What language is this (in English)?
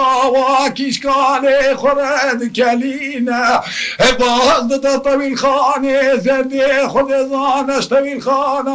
Kurdish